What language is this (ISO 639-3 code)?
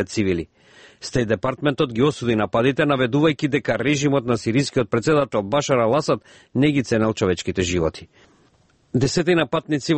mkd